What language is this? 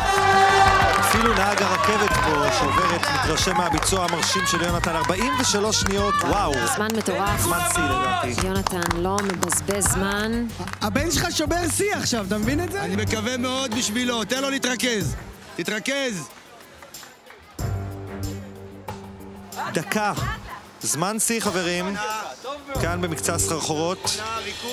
Hebrew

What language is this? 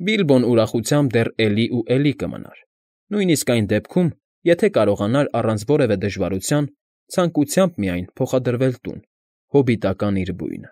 Armenian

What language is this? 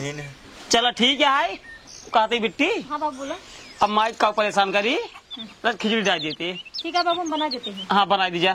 Awadhi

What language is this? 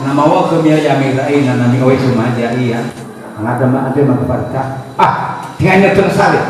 Nias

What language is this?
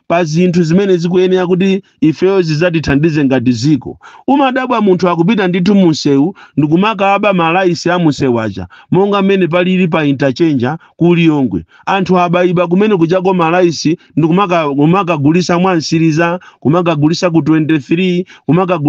Nyanja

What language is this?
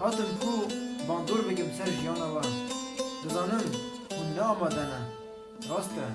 Kurdish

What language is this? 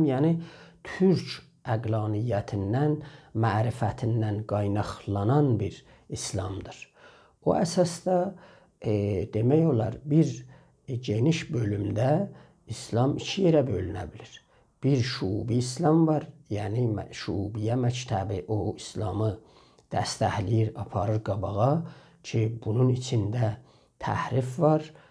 South Azerbaijani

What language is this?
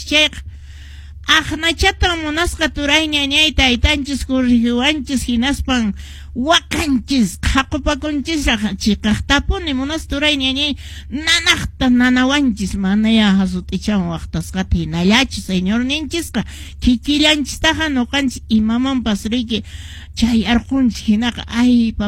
Quechua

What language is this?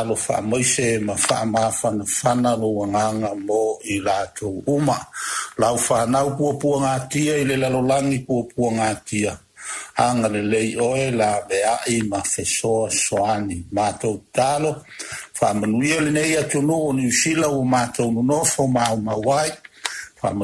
Samoan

